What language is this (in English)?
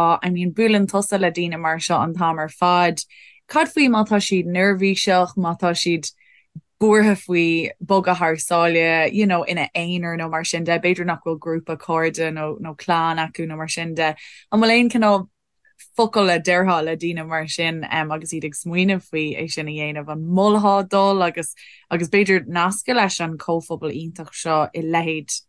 Irish